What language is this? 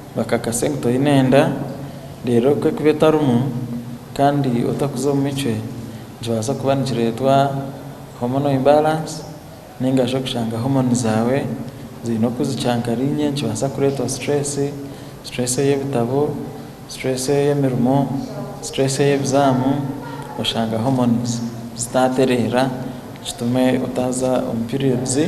Nyankole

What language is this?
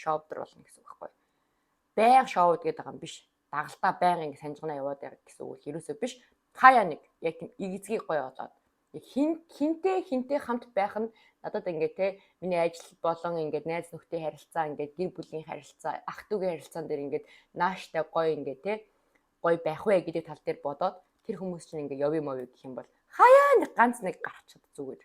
Mongolian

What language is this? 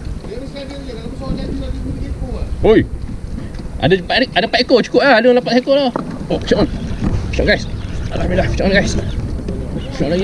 Malay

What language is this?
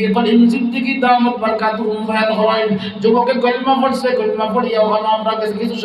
Sylheti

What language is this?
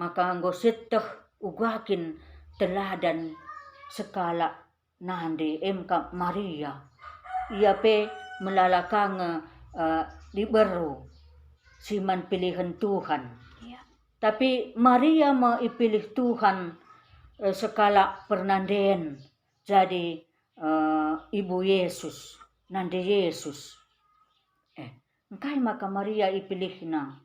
Batak Karo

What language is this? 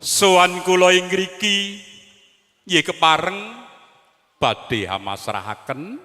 Javanese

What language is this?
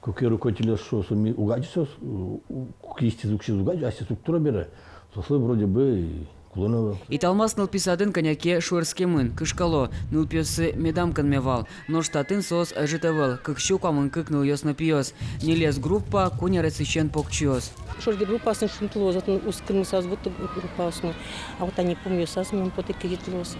Udmurt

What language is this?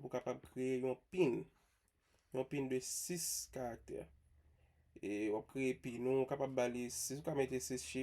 Haitian Creole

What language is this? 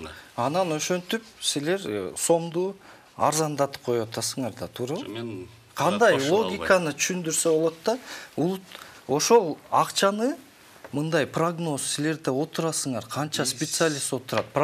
Kyrgyz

